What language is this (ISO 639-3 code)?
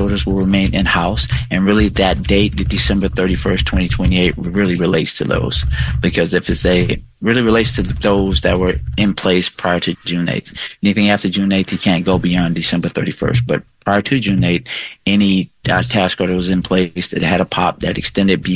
eng